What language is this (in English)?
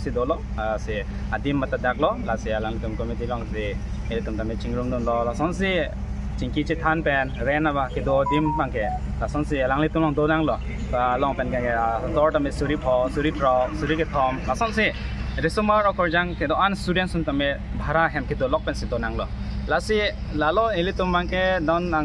Karbi